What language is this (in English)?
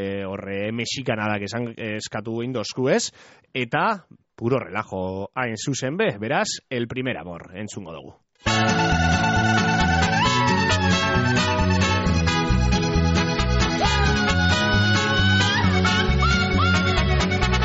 Basque